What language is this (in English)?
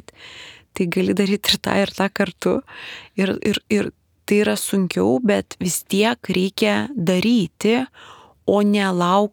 Lithuanian